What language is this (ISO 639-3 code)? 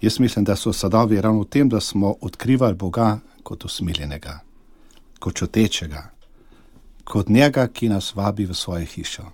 slv